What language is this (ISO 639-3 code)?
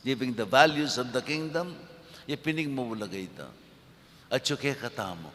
pam